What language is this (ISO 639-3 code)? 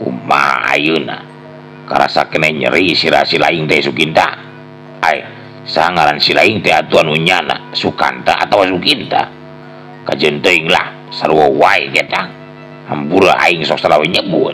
sun